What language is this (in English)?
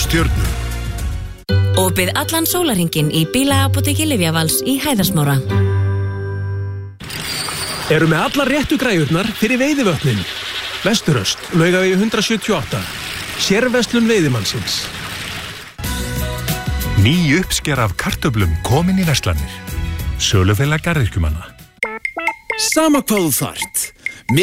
Icelandic